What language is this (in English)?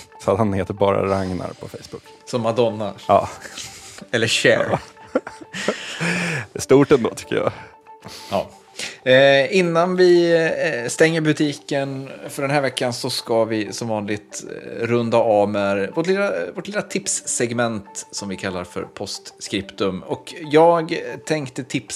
Swedish